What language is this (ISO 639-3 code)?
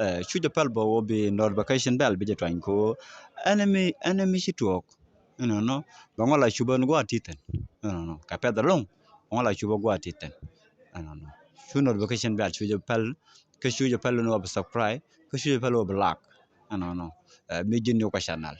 nus